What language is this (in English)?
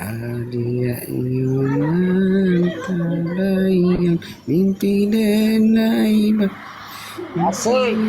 Minangkabau